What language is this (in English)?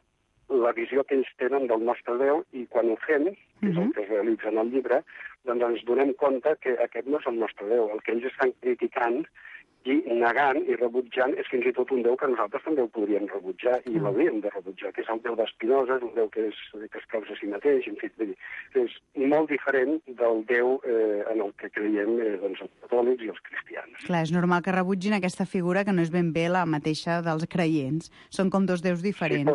Catalan